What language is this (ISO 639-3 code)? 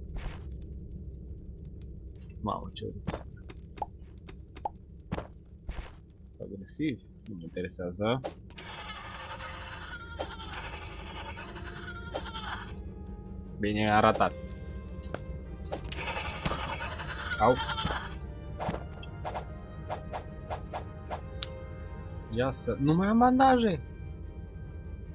ron